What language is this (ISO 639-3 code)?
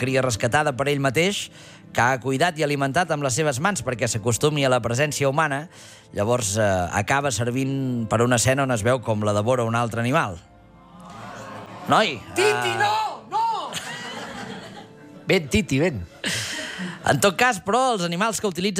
cat